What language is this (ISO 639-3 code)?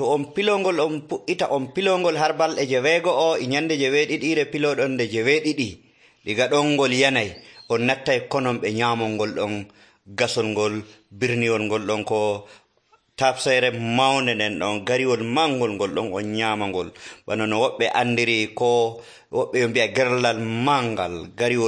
fuv